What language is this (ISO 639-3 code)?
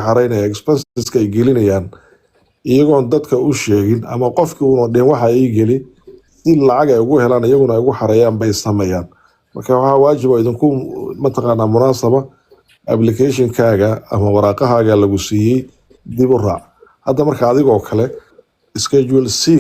som